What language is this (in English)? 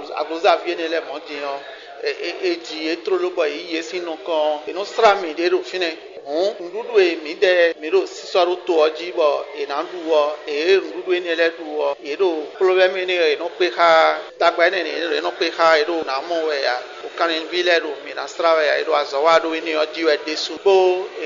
Fon